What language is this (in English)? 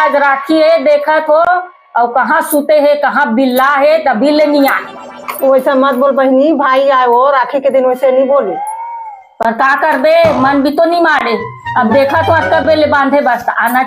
Chhattisgarhi